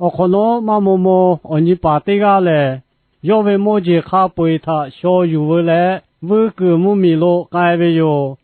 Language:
Lahu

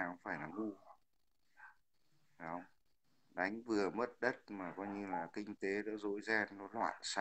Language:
Vietnamese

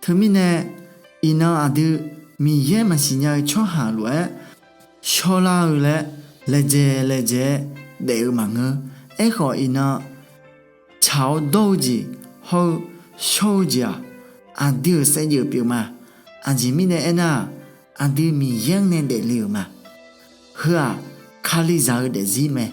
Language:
Akha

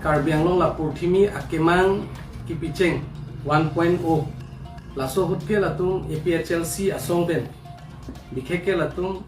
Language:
Karbi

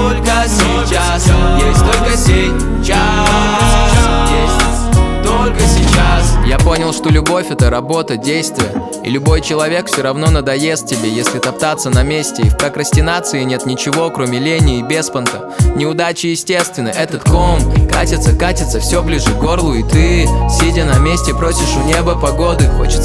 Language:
Russian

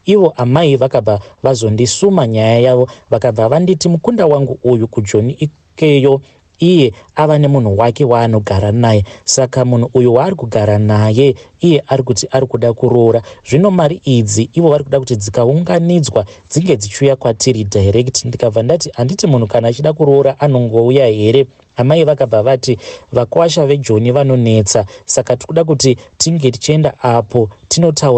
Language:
Shona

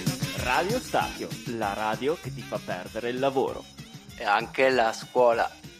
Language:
Italian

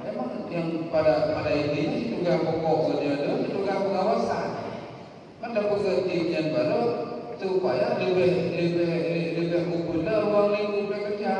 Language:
Achinese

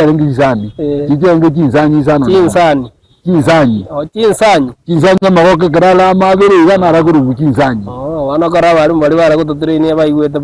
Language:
Gusii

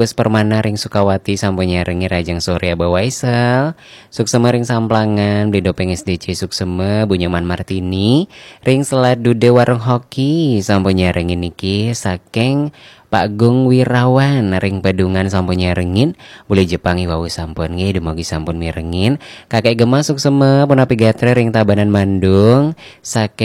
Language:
Balinese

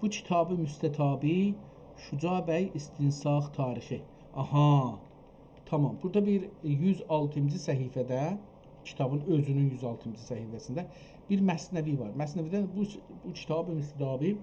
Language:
South Azerbaijani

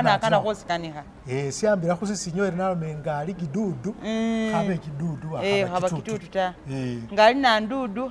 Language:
Masaaba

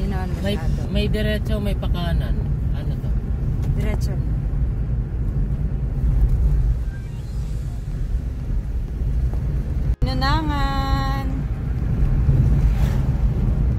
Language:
Filipino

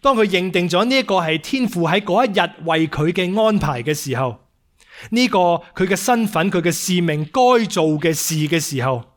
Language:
Cantonese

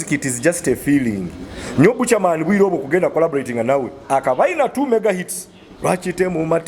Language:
Nyoro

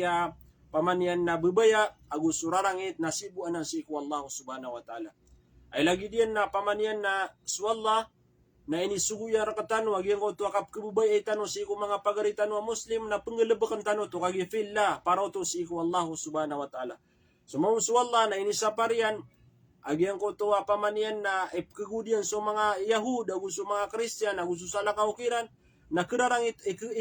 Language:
Maranao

